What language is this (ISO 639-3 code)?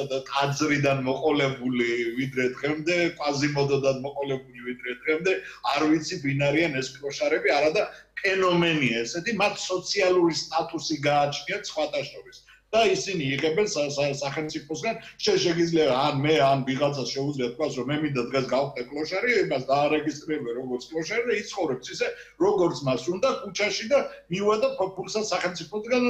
kat